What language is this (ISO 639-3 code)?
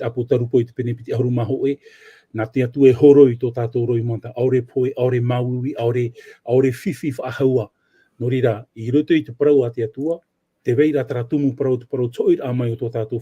tah